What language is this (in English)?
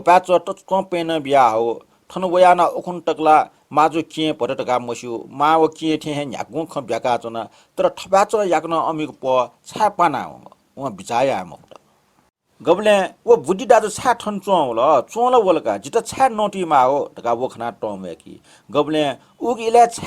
Newari